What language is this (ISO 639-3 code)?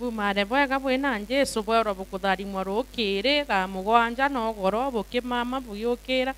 mer